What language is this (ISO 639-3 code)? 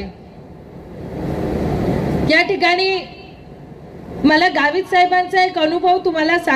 mar